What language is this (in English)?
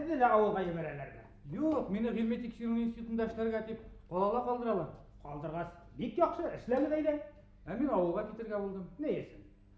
Bashkir